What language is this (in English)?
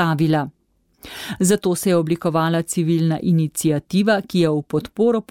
Slovenian